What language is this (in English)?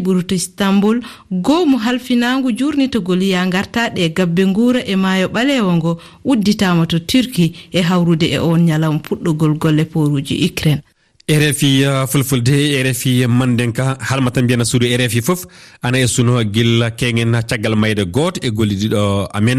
Fula